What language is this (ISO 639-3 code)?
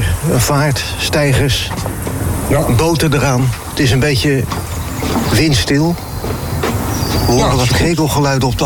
nld